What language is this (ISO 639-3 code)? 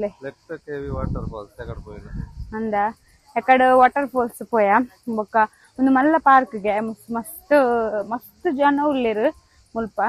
tcy